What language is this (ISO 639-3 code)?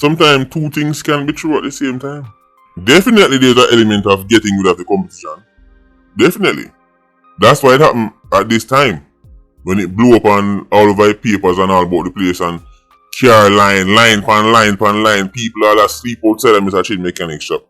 jam